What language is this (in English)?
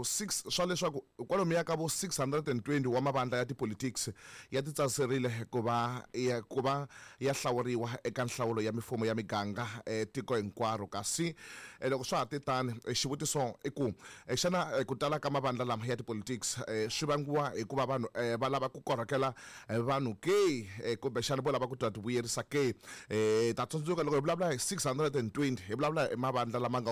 Tsonga